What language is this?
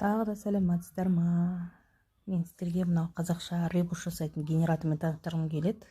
Kazakh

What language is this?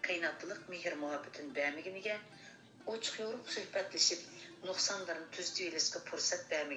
Uyghur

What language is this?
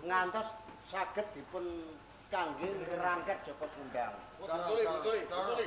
Javanese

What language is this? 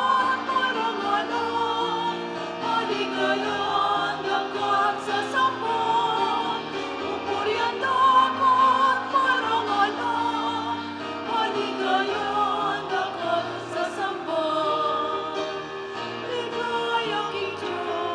Pampanga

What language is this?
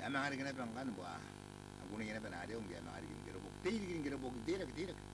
Gilbertese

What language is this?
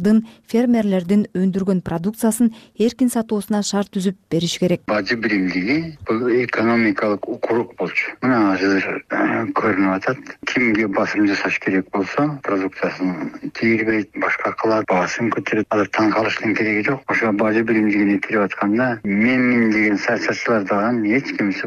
Kyrgyz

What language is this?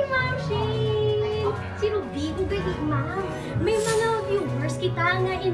Hiligaynon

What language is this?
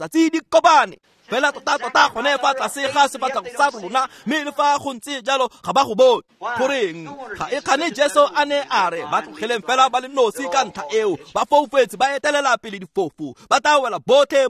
Tswana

